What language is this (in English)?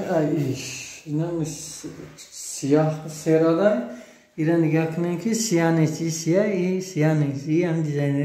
Tajik